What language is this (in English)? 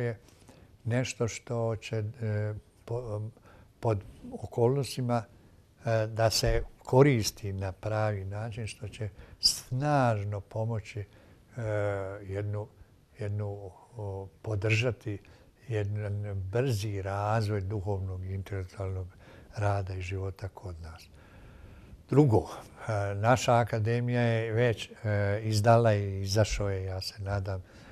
Bosnian